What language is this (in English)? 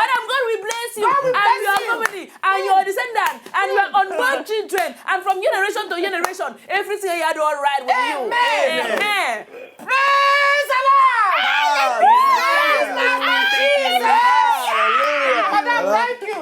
Nigerian Pidgin